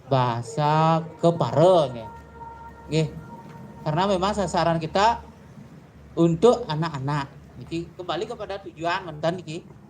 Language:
Balinese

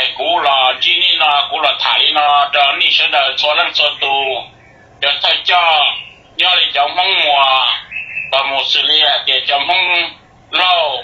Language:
Hmong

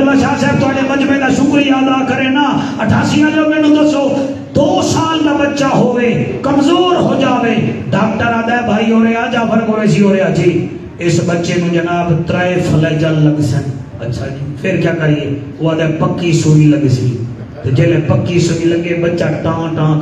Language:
Saraiki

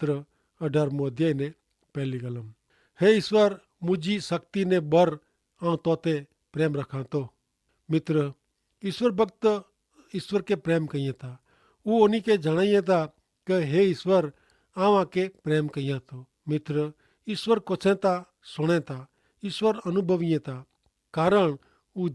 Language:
Kachhi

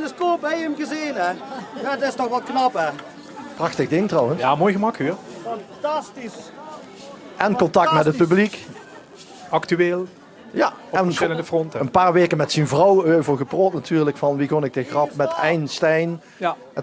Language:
Limburgish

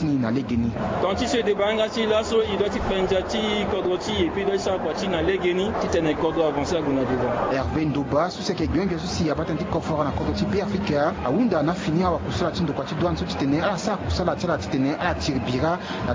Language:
Sango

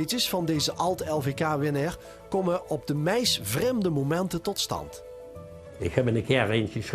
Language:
Limburgish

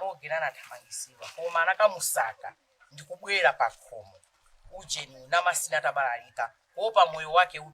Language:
Nyanja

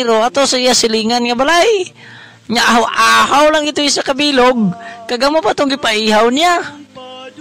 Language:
Hiligaynon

